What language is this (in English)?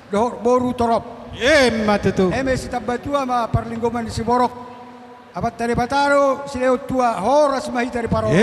Batak Toba